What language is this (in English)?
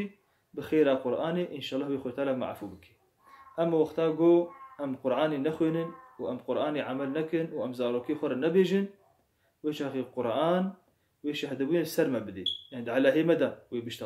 Kurdish